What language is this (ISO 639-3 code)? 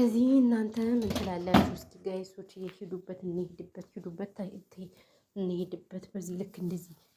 amh